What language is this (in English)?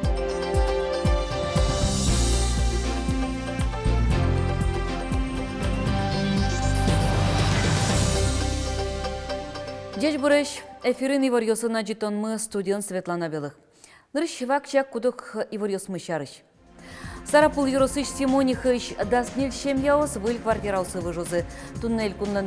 Udmurt